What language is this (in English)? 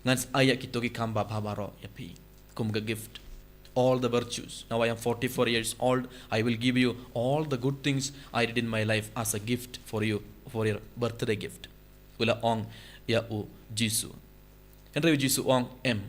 Khasi